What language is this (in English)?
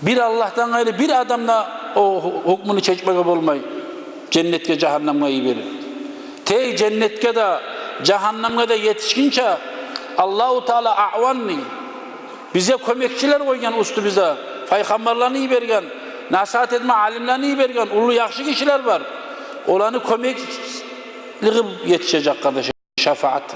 Kumyk